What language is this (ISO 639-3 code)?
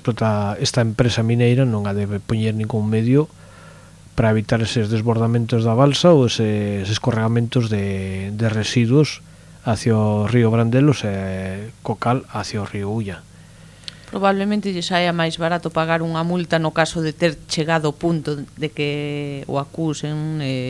glg